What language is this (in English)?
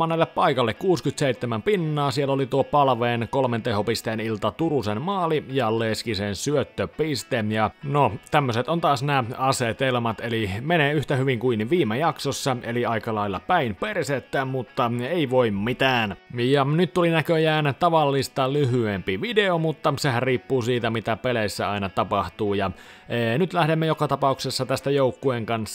Finnish